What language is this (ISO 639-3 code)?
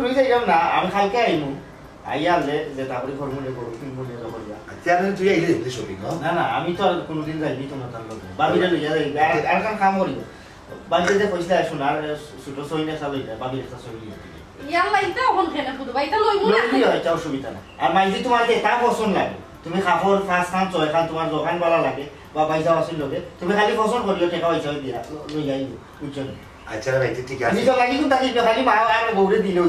syl